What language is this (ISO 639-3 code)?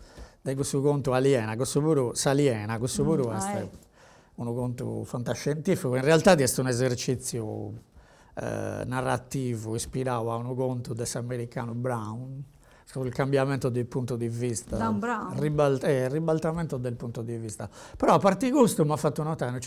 srd